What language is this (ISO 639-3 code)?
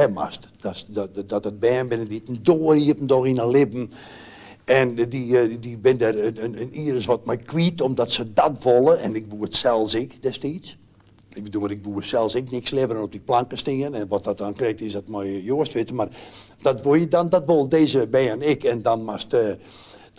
fry